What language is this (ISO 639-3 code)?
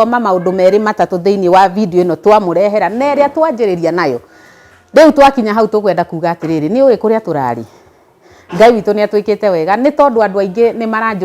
kik